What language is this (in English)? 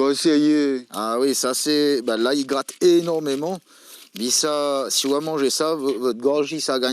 Réunion Creole French